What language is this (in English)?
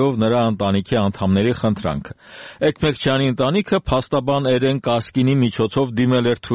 Armenian